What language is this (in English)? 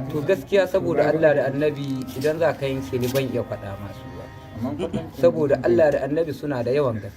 Hausa